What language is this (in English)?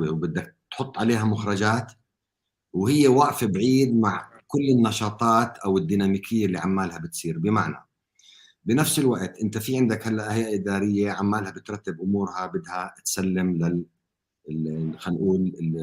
North Levantine Arabic